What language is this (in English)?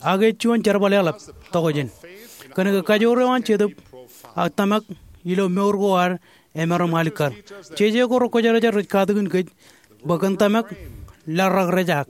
Marshallese